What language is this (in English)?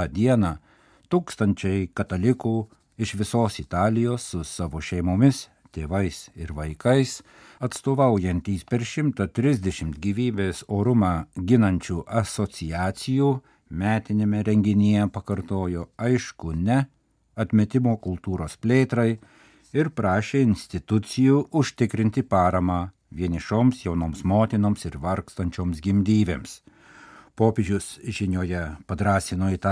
Lithuanian